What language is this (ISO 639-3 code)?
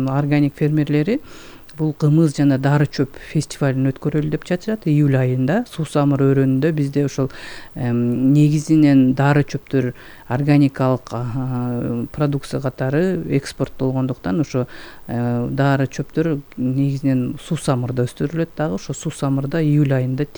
kir